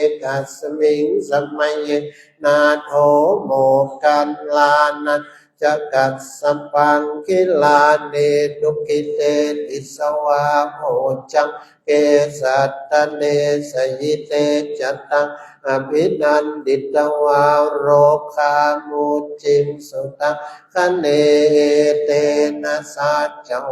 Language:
Pali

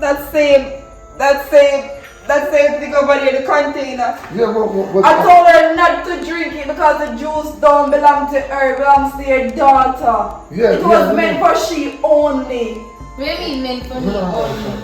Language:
Jamaican Creole English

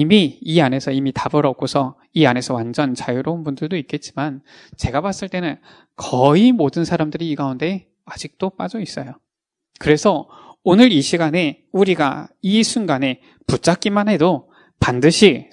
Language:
Korean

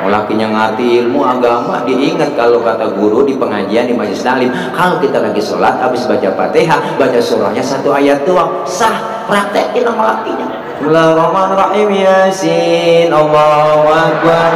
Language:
Betawi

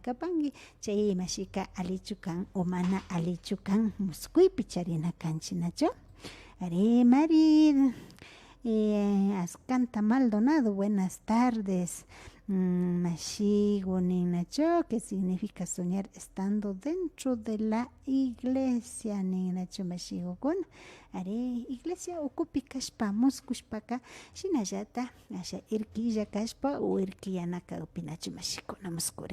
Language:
Imbabura Highland Quichua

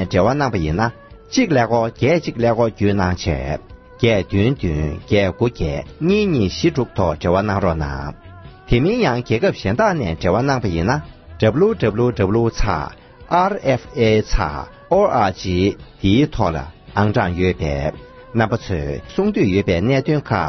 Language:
Tibetan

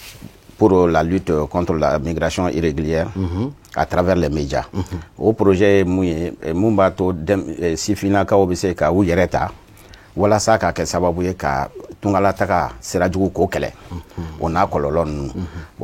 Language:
Bambara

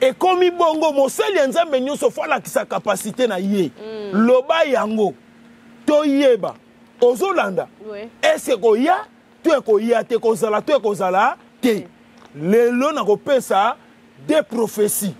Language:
Lingala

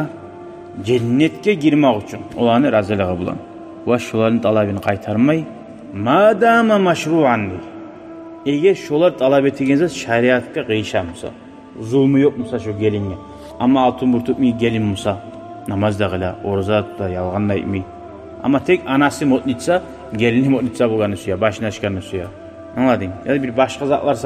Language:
Kumyk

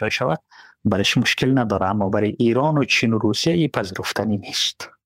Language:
Persian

